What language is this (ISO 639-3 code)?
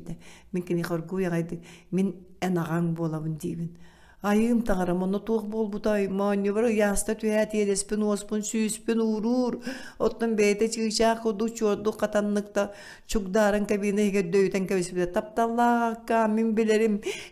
sah